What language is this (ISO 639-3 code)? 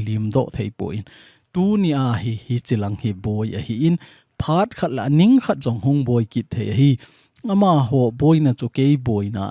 tcz